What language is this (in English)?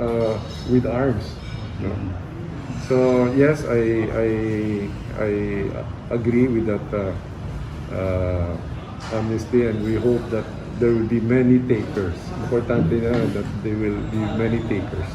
Hiligaynon